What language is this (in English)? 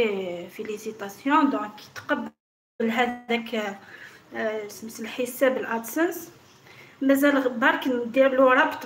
Algerian Arabic